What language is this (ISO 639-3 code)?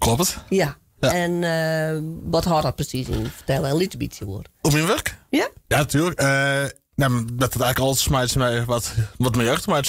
fry